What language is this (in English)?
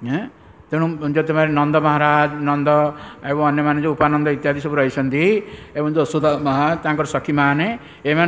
Odia